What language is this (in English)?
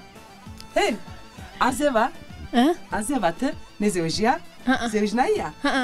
Zaza